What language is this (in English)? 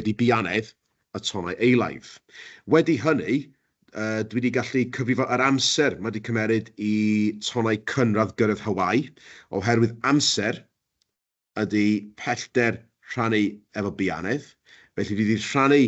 Welsh